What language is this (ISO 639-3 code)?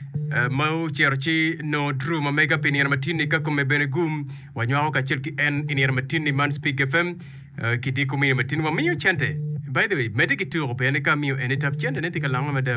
ach